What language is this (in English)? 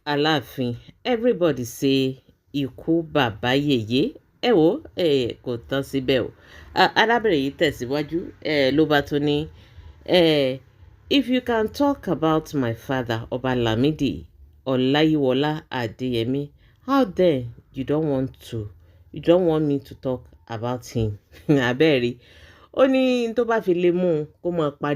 Yoruba